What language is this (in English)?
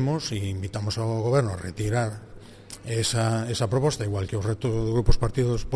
Galician